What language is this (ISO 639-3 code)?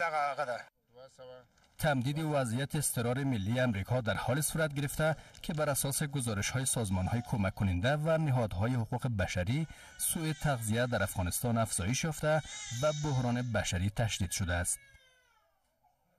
fas